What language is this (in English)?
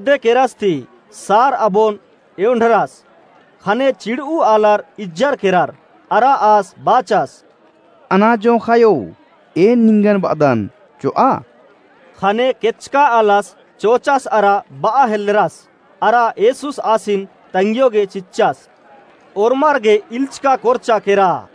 Kurukh